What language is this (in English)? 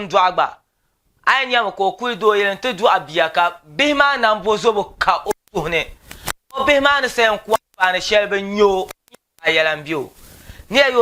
Dagbani